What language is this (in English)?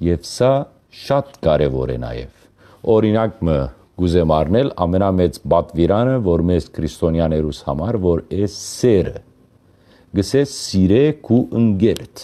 Western Armenian